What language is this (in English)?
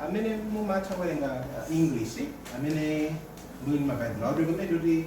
Nyanja